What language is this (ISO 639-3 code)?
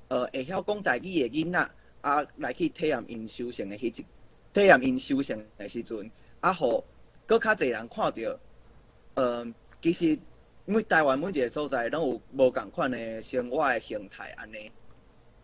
nan